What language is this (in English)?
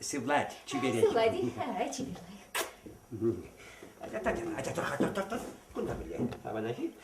Chuvash